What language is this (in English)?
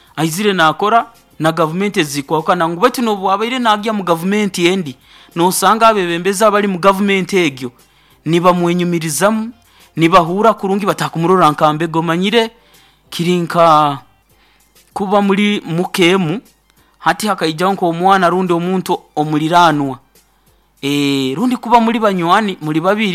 Nyoro